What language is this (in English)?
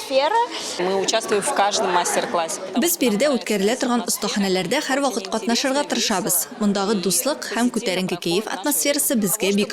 Tatar